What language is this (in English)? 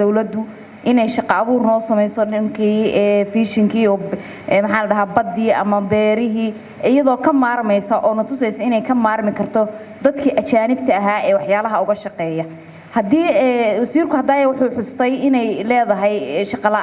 Somali